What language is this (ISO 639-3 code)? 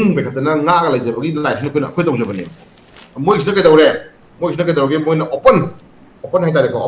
mni